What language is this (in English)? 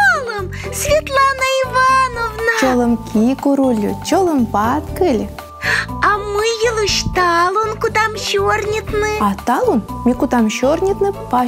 Komi